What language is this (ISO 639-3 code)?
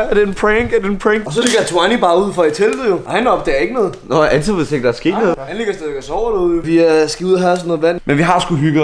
dan